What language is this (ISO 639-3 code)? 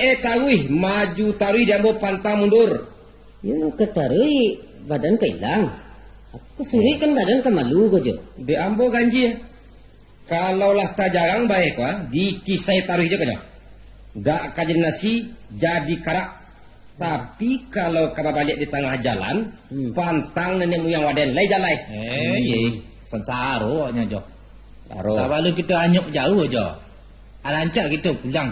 min